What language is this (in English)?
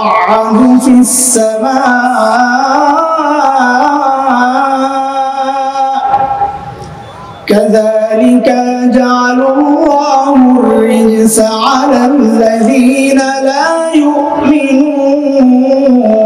Bangla